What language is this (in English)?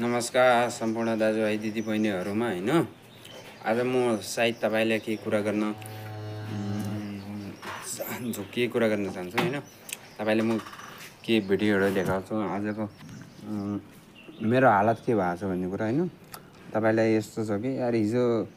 Nepali